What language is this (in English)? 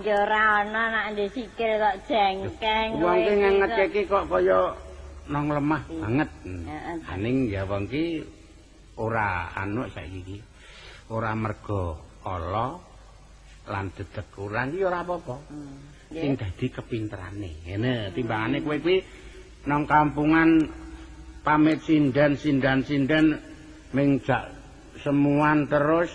Javanese